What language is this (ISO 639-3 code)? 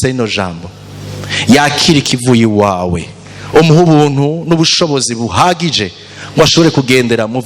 run